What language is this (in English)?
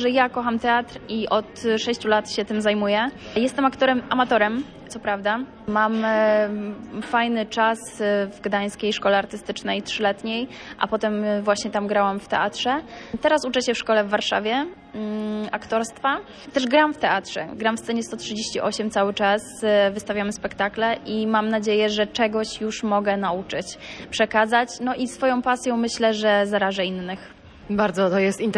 Polish